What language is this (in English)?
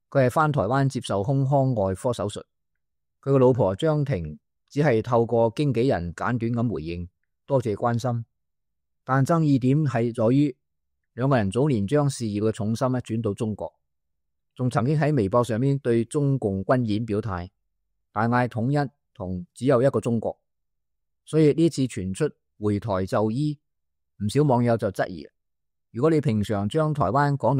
Cantonese